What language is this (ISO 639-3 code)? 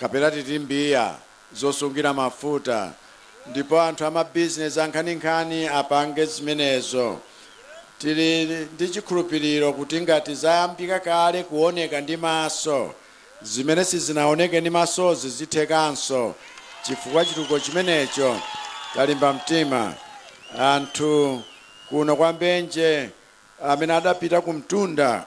nya